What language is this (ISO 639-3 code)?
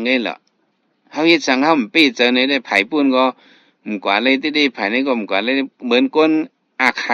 shn